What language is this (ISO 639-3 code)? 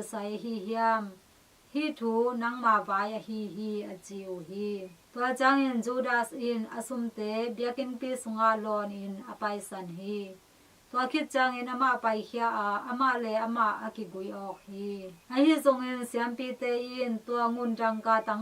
ctd